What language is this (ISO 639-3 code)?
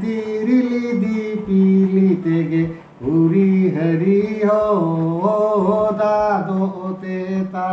sat